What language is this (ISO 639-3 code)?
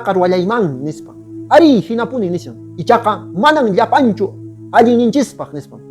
que